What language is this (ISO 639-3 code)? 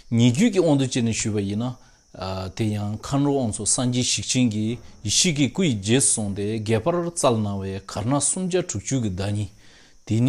bod